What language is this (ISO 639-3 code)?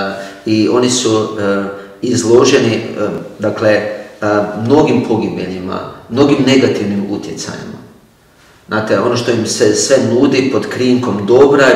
hrv